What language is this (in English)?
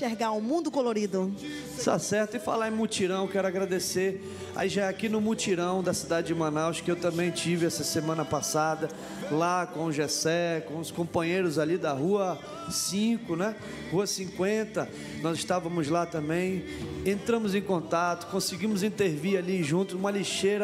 Portuguese